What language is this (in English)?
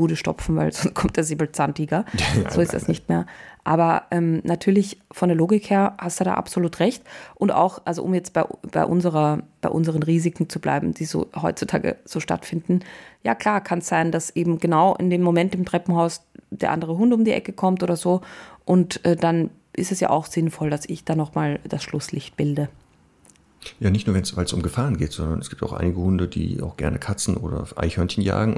German